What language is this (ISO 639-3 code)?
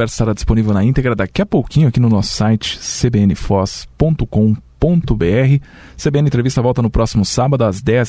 por